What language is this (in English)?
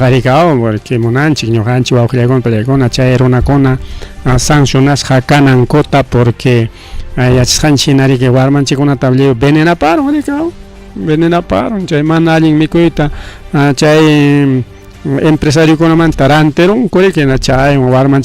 Ayacucho Quechua